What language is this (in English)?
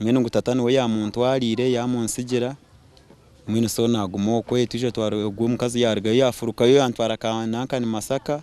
Nyankole